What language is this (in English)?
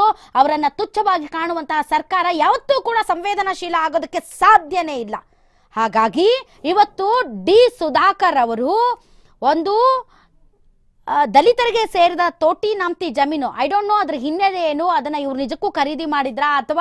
Kannada